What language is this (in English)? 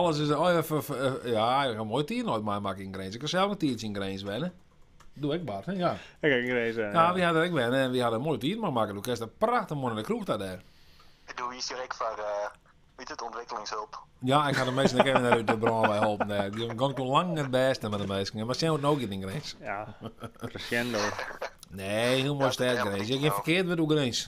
Western Frisian